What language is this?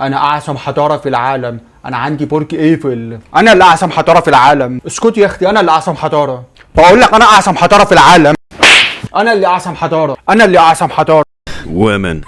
Egyptian Arabic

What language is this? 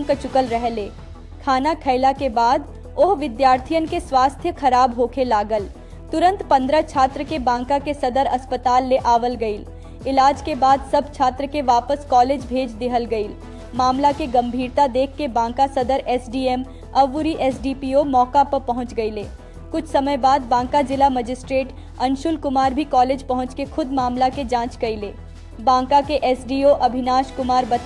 Bhojpuri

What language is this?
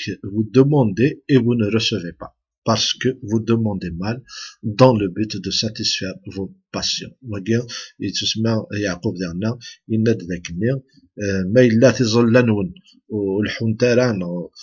Kabyle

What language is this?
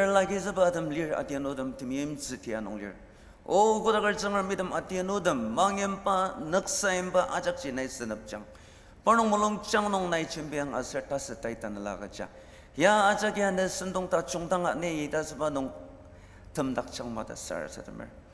Ao Naga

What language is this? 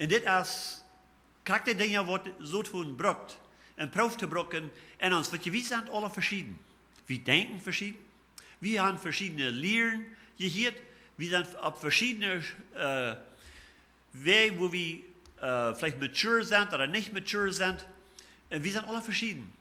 Plautdietsch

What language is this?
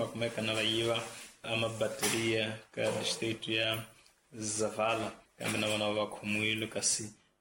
Tsonga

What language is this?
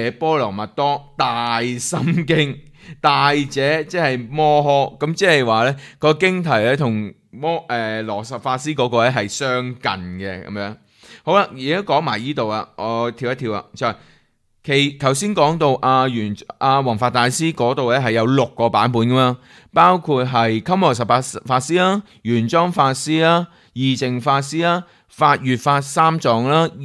Cantonese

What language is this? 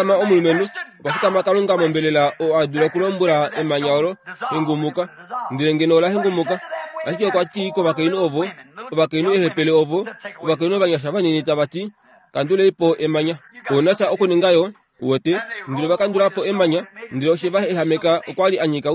Kuanyama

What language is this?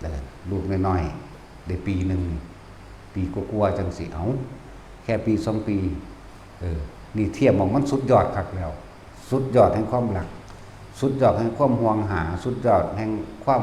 Northeastern Thai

